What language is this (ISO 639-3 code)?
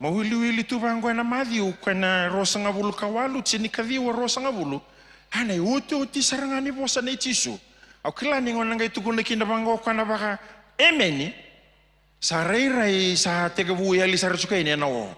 fij